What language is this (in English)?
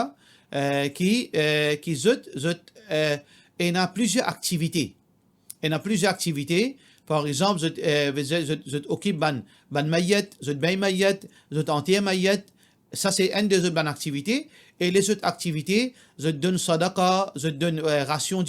Morisyen